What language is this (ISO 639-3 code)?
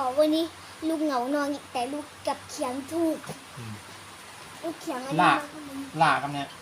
shn